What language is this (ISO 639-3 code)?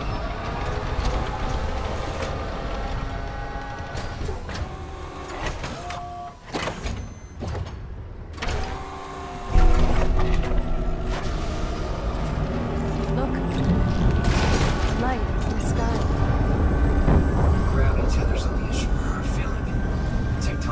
eng